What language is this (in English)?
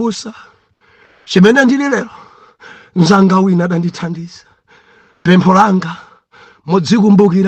Nyanja